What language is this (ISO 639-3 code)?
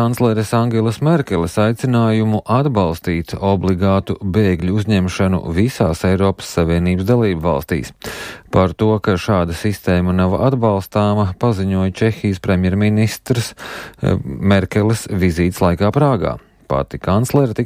lav